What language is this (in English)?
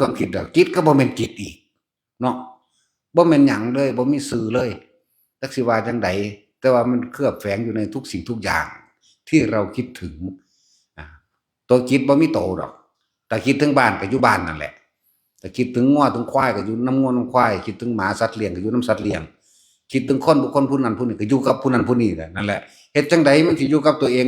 Northeastern Thai